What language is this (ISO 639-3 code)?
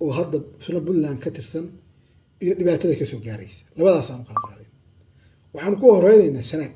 som